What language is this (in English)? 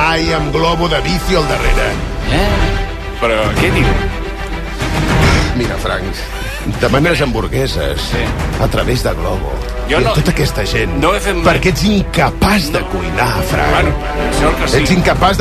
Catalan